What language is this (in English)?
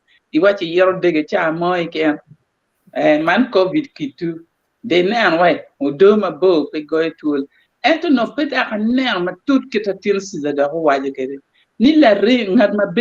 Acoli